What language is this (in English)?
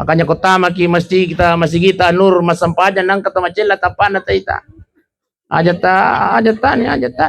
Buginese